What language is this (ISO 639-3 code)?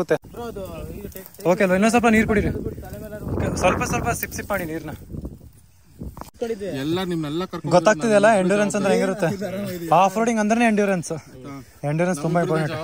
kan